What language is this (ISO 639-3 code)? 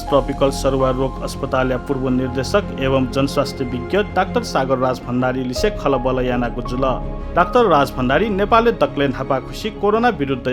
new